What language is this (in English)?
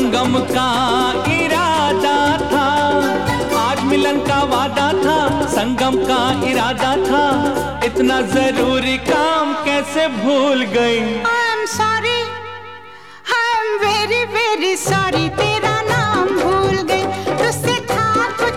Hindi